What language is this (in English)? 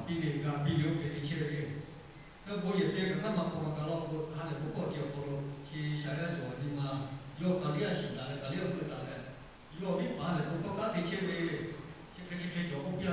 Lahu